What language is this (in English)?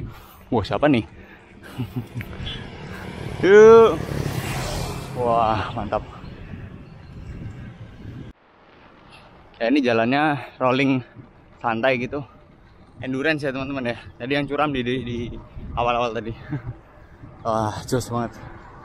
Indonesian